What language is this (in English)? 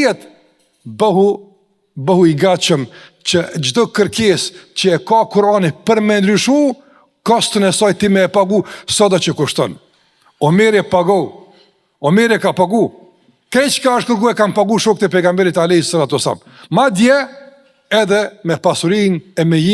Albanian